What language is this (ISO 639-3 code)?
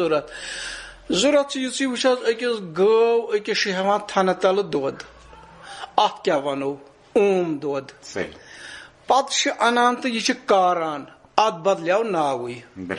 kas